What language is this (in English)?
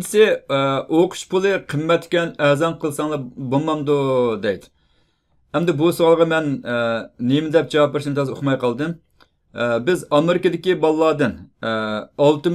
Uyghur